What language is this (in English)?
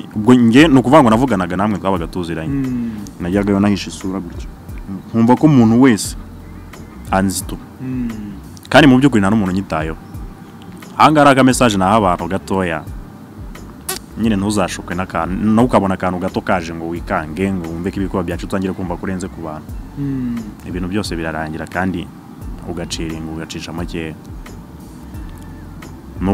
Kinyarwanda